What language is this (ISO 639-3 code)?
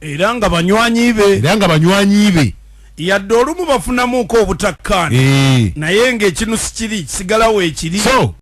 lug